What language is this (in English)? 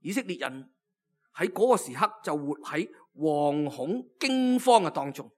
Cantonese